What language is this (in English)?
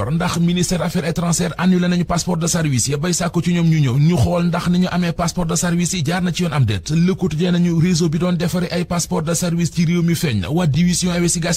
Wolof